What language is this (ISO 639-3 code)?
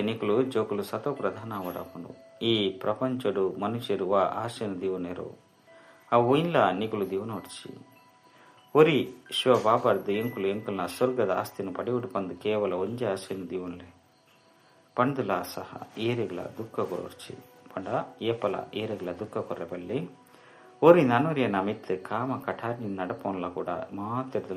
tcy